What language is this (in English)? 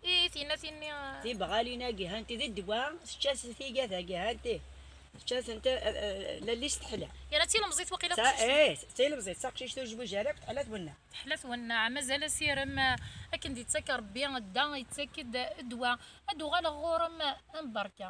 Kabyle